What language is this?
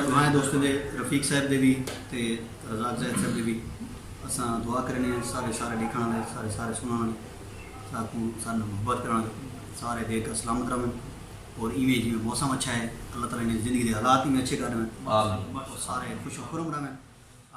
Saraiki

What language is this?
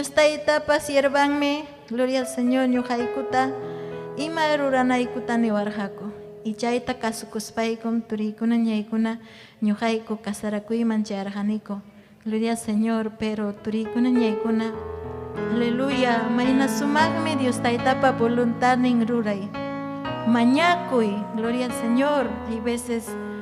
Ayacucho Quechua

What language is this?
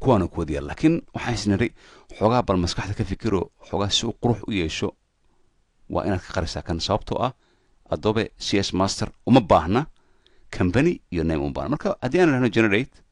Somali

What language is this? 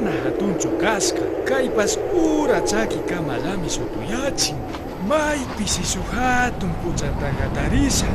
Imbabura Highland Quichua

